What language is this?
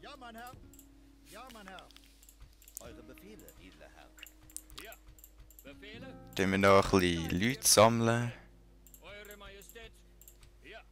Swiss German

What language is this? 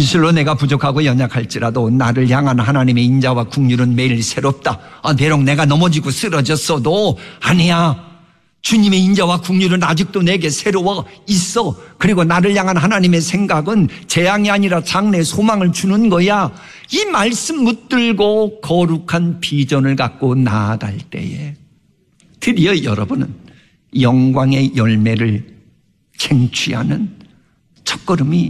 Korean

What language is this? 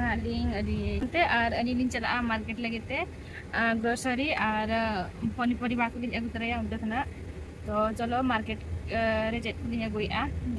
Santali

